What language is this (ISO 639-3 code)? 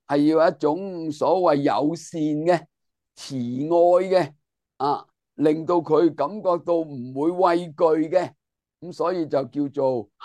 yue